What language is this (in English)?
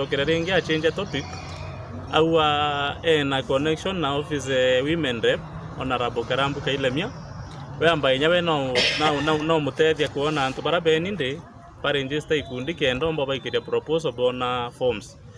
Meru